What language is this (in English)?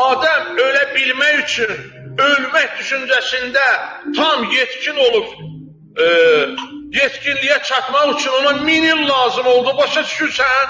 Azerbaijani